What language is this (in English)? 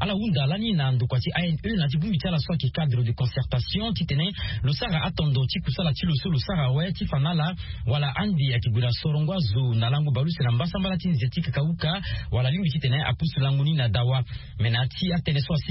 Sango